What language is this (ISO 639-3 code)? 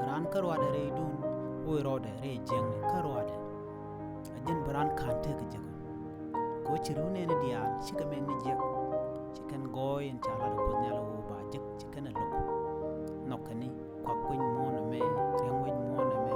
nus